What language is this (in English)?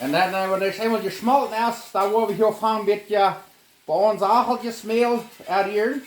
Plautdietsch